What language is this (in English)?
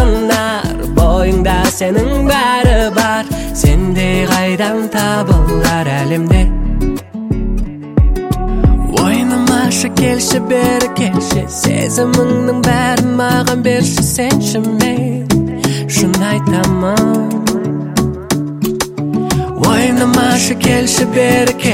Kazakh